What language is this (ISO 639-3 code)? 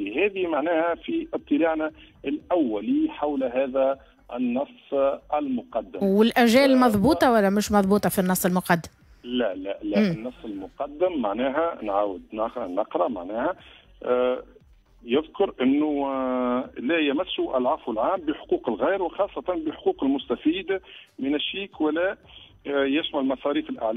aeb